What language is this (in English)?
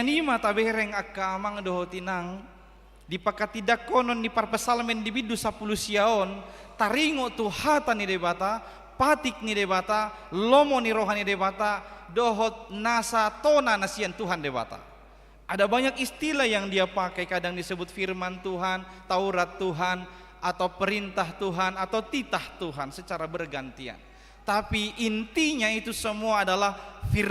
Batak Toba